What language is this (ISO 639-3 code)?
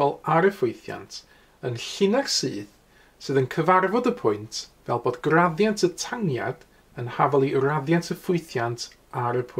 cym